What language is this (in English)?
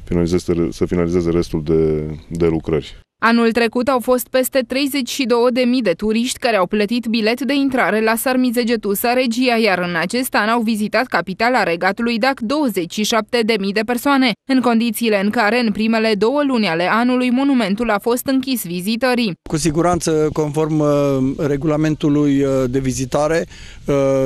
Romanian